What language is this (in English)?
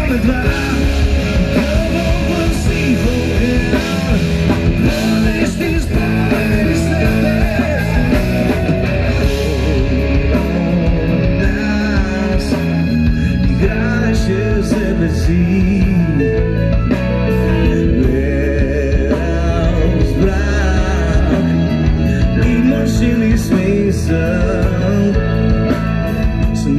Bulgarian